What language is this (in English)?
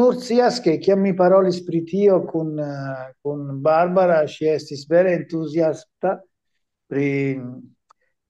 Esperanto